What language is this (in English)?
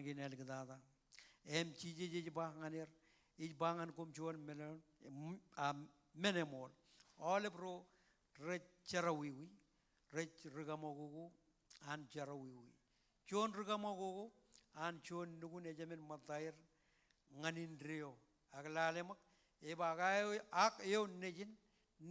Marshallese